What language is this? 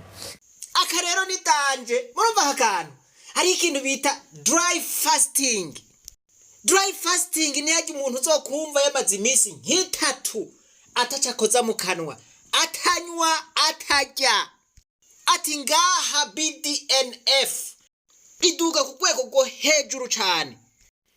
Rundi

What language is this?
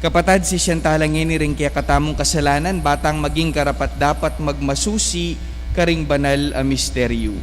Pampanga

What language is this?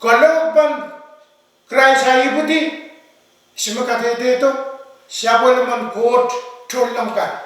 Pohnpeian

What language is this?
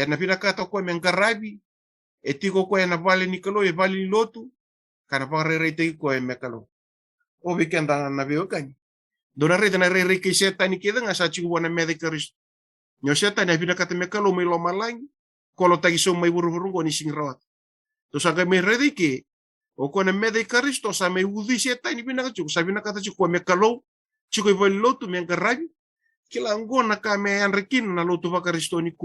Fijian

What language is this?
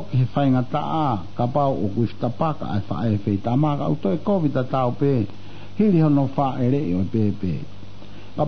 Tongan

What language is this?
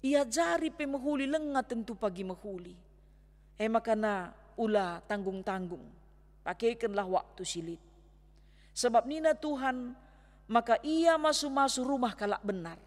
Batak Karo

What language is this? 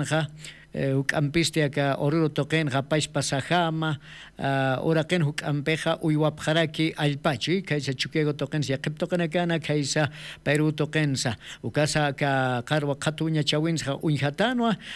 Aymara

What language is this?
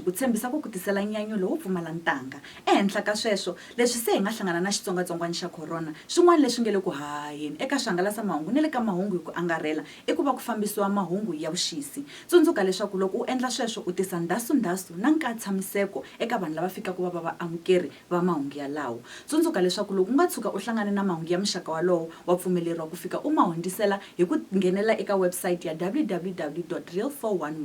Tsonga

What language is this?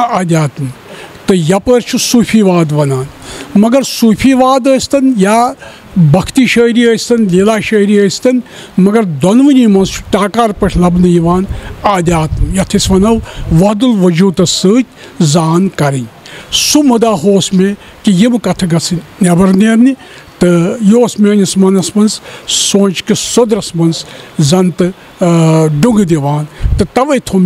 Kashmiri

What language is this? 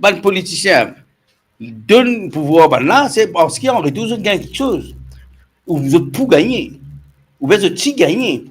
Morisyen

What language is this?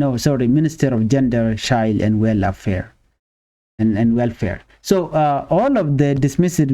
Nuer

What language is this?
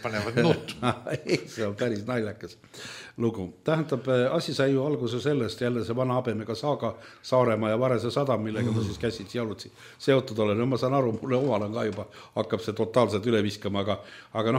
Estonian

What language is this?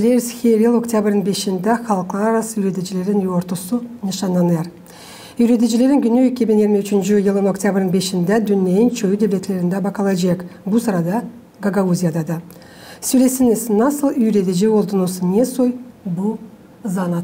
Gagauz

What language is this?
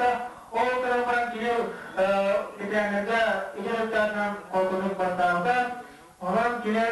Yakut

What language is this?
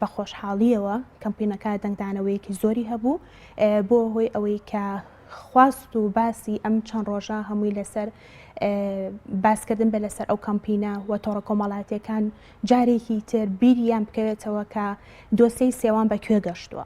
Central Kurdish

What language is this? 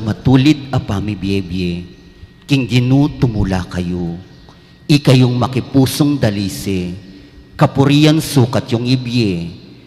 Pampanga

